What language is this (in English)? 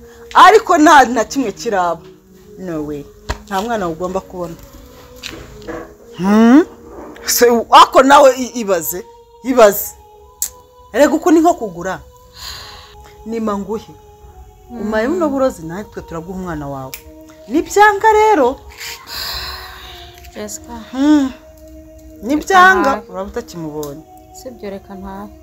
Kinyarwanda